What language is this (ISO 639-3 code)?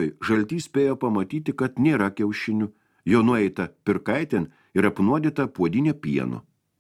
lit